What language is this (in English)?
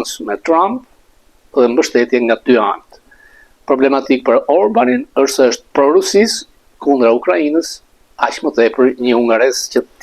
Albanian